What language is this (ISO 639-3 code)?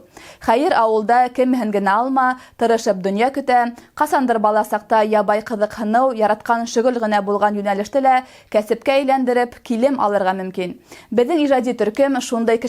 bak